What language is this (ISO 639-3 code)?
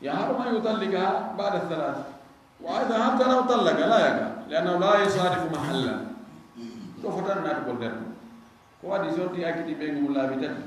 ful